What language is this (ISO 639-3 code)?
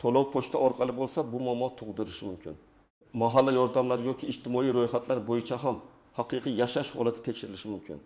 uzb